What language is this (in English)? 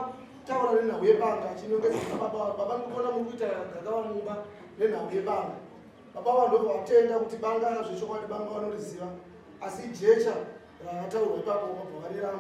Shona